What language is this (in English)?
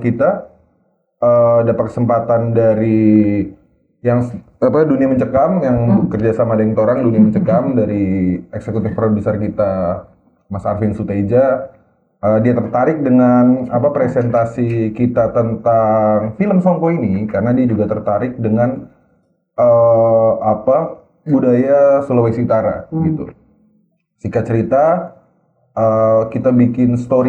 Manado Malay